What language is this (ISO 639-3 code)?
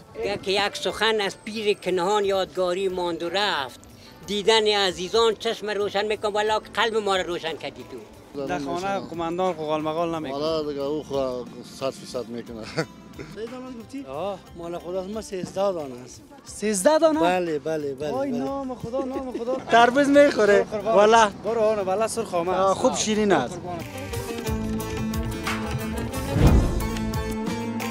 fas